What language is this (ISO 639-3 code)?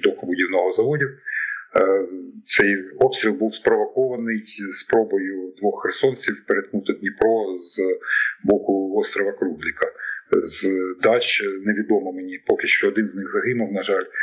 ukr